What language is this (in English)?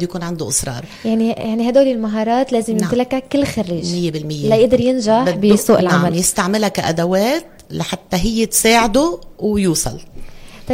North Levantine Arabic